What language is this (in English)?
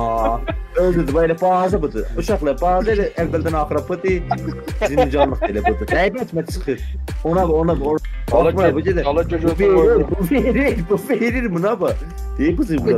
South Azerbaijani